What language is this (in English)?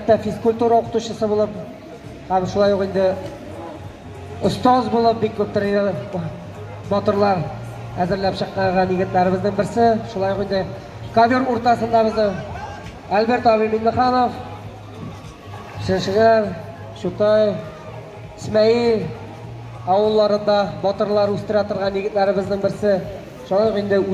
Tatar